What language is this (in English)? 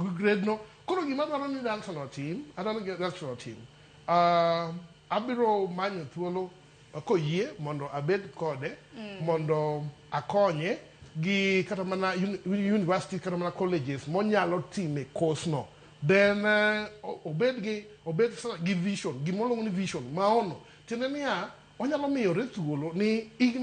Luo (Kenya and Tanzania)